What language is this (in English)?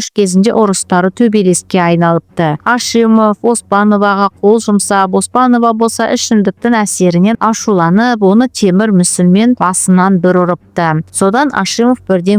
Kazakh